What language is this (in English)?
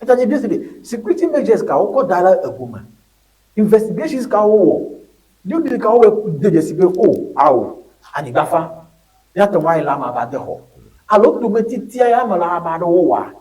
Ewe